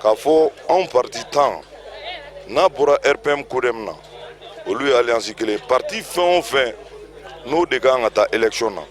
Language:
Bambara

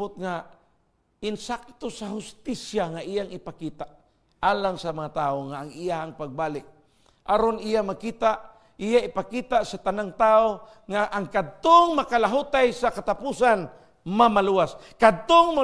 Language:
Cebuano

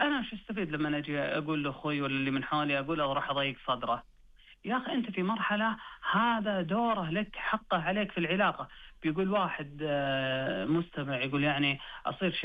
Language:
Najdi Arabic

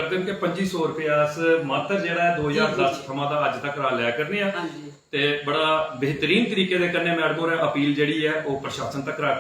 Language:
Dogri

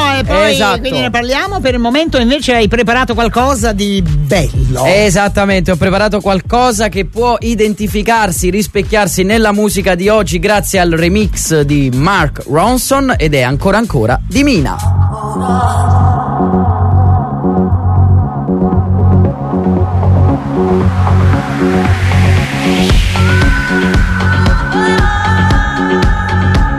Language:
Italian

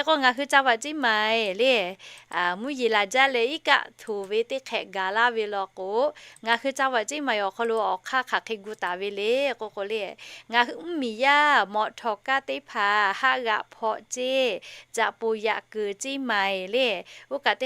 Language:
Lahu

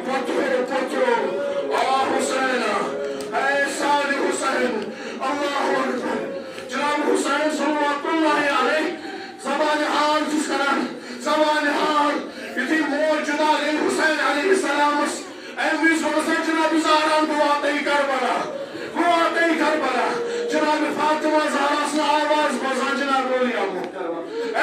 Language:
Kashmiri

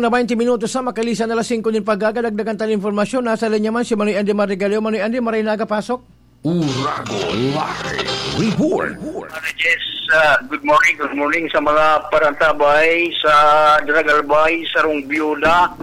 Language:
Bikol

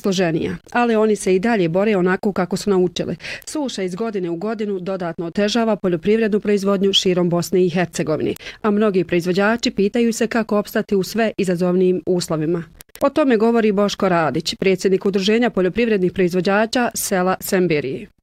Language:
Bosnian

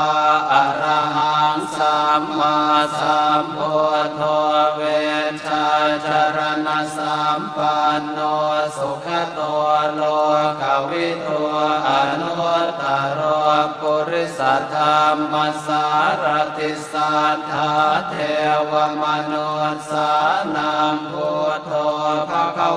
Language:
Pali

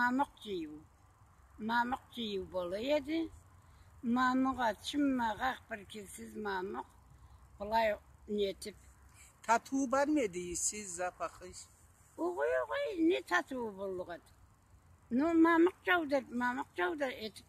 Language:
Karachay-Balkar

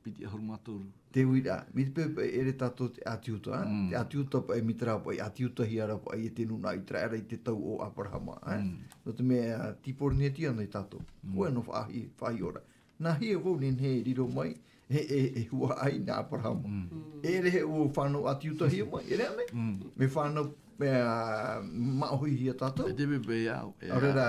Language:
Tahitian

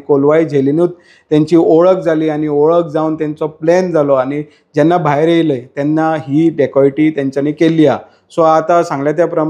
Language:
Konkani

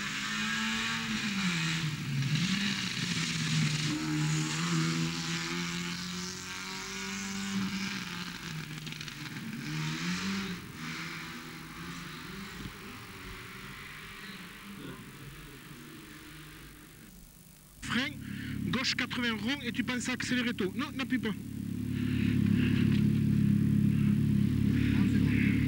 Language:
French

